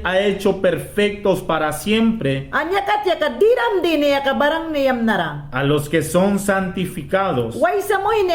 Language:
Mayangna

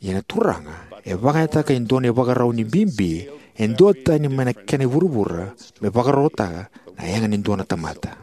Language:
Fijian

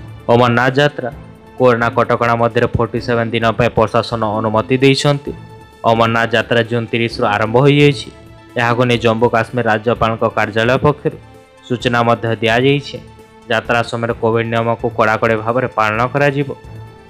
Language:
Odia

